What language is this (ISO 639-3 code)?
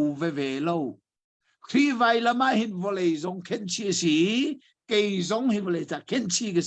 cnh